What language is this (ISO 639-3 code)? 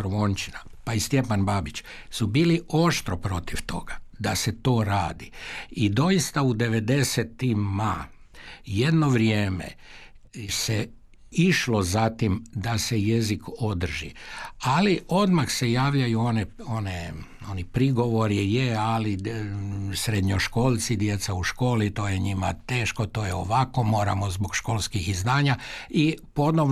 hrv